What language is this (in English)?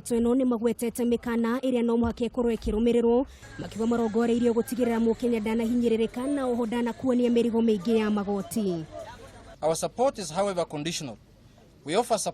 Kikuyu